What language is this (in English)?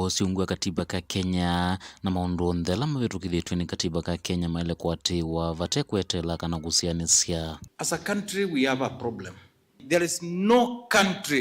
Kamba